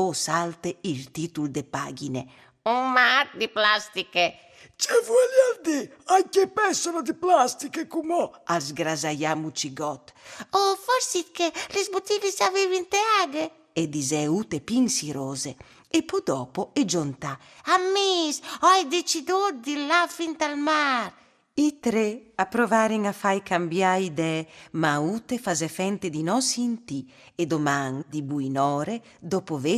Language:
Friulian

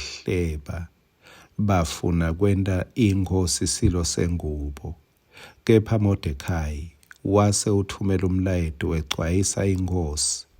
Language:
Swati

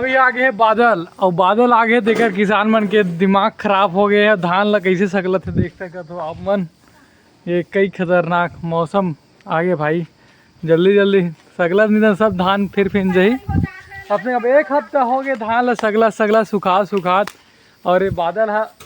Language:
Chhattisgarhi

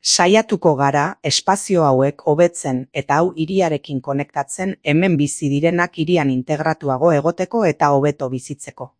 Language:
Basque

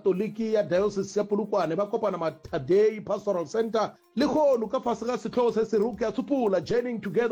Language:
Northern Sotho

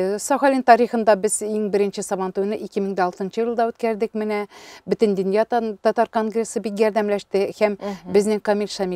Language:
Tatar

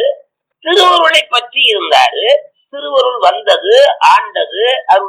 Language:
Tamil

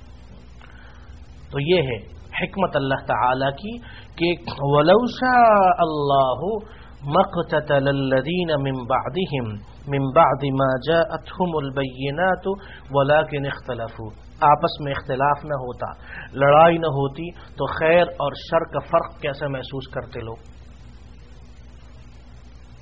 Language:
Urdu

